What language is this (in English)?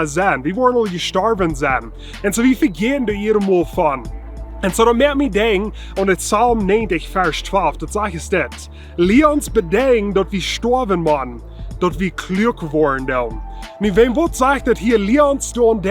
Plautdietsch